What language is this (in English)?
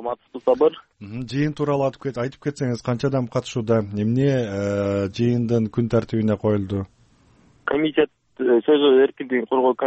Kyrgyz